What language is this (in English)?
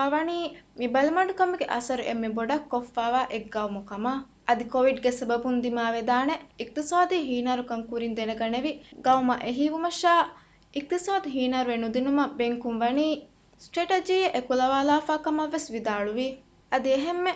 Divehi